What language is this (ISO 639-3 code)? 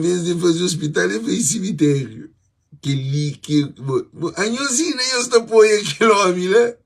kea